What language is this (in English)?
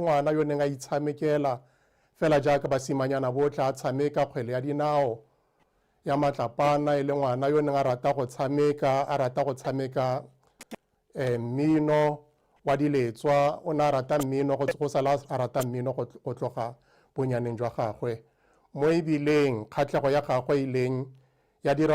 Tswana